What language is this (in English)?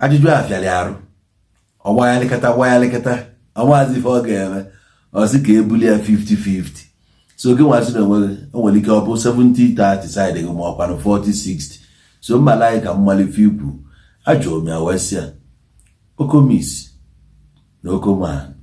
Igbo